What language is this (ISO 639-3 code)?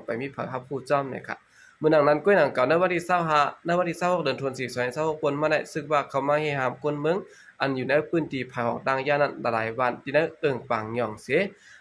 shn